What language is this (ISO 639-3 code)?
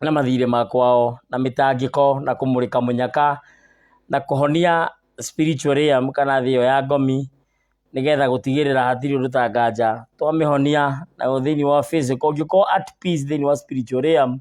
kik